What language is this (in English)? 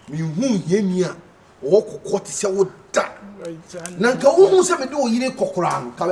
Akan